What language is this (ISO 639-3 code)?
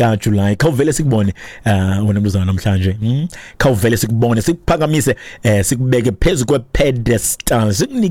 xho